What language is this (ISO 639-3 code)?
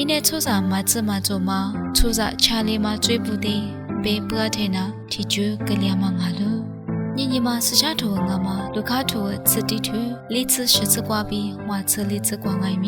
lis